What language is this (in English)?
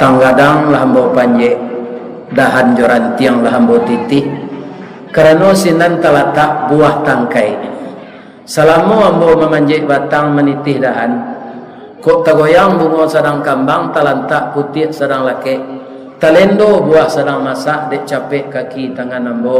Minangkabau